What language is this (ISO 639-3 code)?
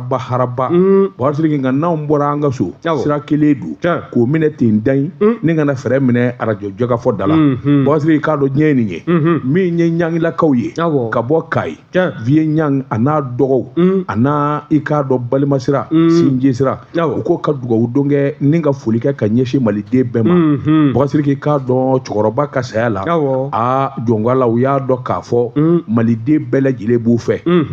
bam